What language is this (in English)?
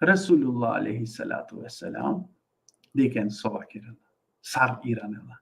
Balkan Romani